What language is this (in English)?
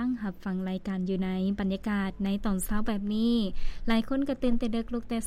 Lao